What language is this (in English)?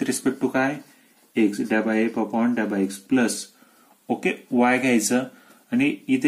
Marathi